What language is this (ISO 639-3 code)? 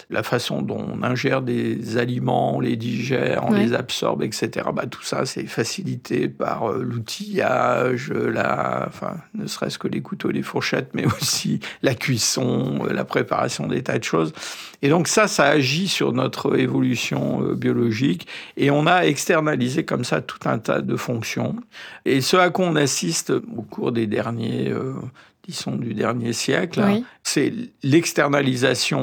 fra